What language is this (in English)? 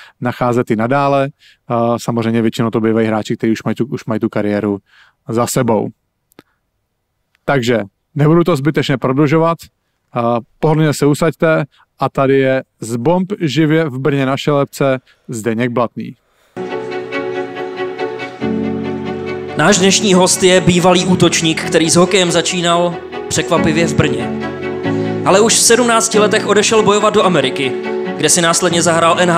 Czech